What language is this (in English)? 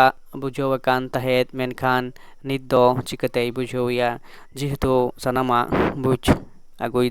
Santali